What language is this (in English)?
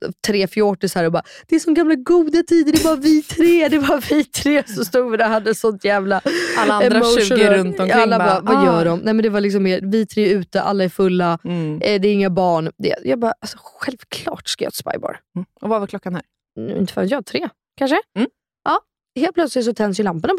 Swedish